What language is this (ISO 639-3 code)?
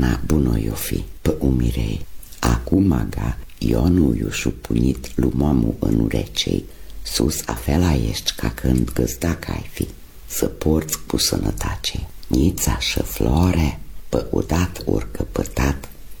ron